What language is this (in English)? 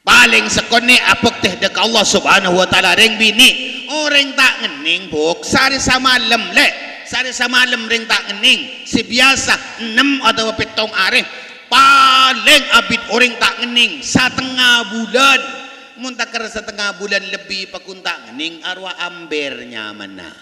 Madurese